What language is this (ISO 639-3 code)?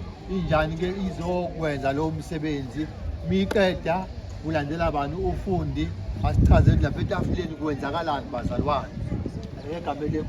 zul